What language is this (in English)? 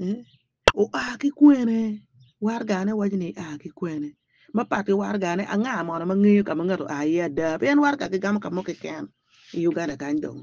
Acoli